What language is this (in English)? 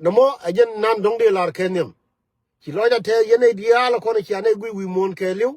Nuer